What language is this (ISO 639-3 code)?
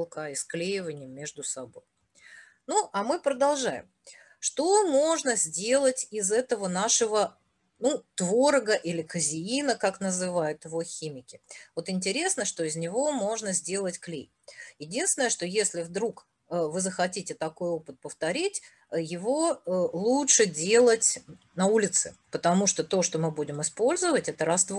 rus